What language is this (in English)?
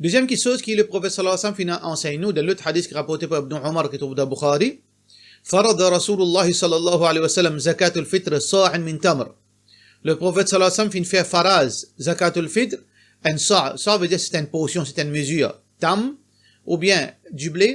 Morisyen